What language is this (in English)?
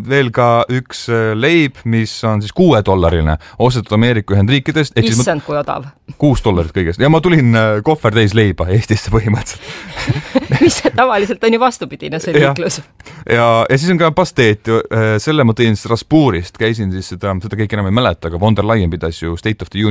Estonian